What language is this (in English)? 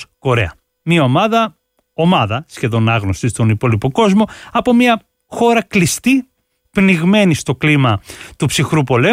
Greek